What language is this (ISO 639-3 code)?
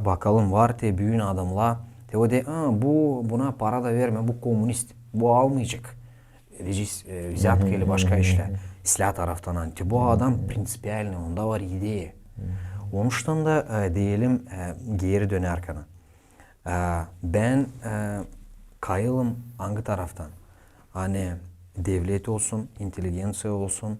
gag